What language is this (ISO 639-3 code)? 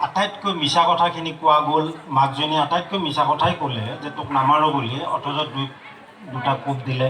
asm